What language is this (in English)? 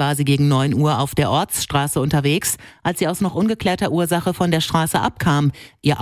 German